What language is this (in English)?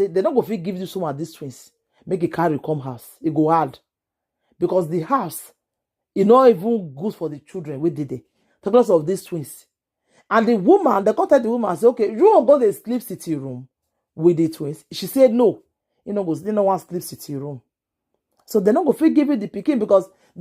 Nigerian Pidgin